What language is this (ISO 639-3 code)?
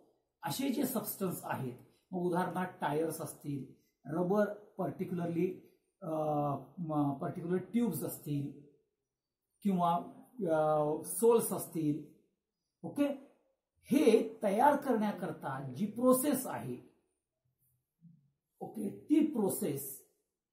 mar